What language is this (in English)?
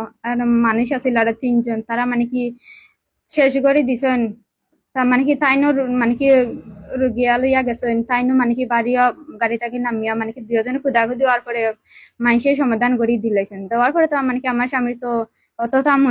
Sylheti